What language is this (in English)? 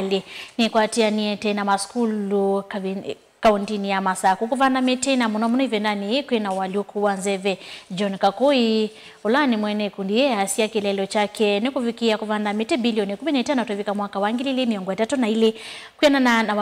Kamba